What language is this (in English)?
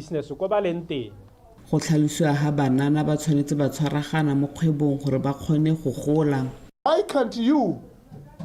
Tswana